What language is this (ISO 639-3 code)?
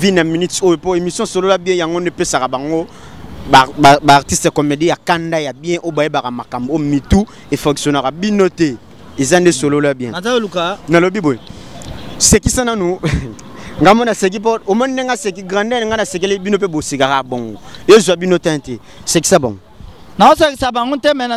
lin